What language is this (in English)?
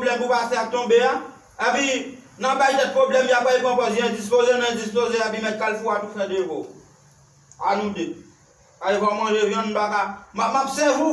Haitian Creole